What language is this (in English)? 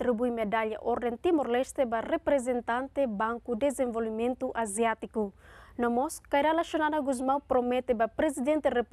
Tetum